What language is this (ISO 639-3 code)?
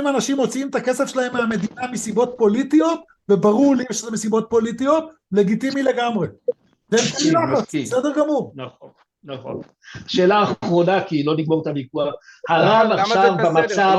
heb